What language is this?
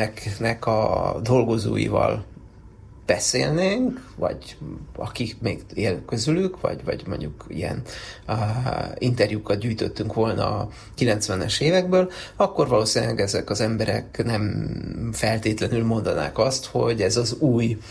Hungarian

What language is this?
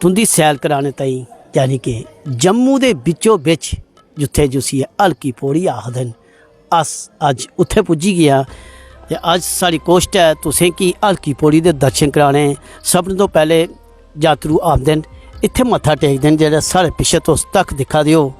Dogri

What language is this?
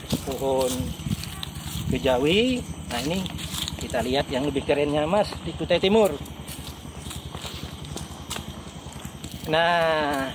Indonesian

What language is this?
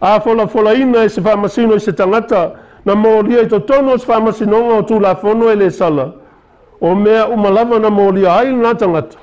Samoan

